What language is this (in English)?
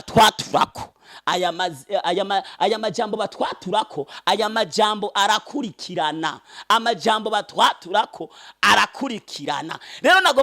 Rundi